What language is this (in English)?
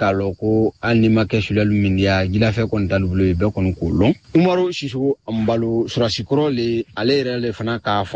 Bambara